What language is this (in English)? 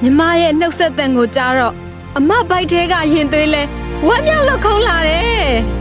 Burmese